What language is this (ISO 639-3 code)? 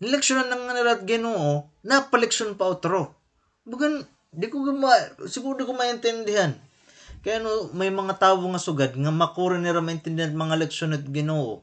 war